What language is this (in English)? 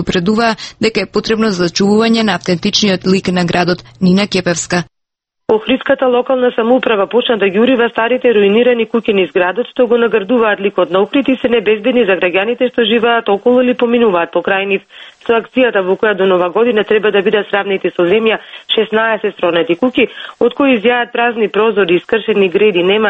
Macedonian